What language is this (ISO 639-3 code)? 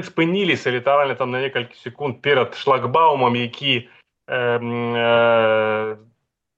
bel